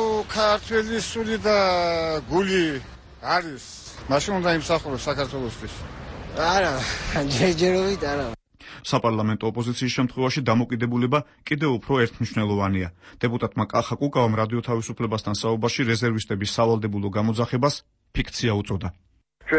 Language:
Georgian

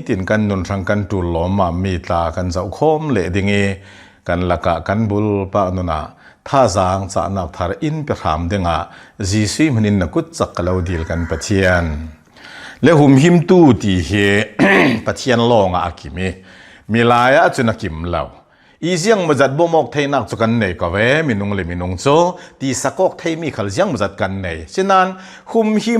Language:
Hakha Chin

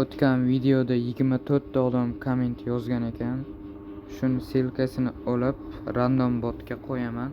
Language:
Uzbek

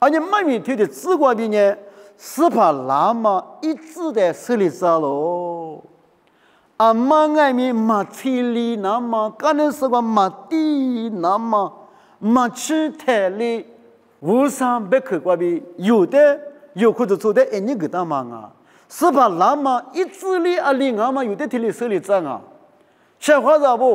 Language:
Lisu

